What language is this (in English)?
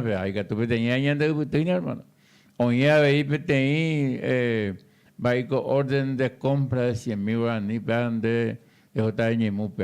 Guarani